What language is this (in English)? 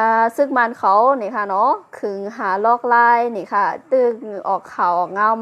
Shan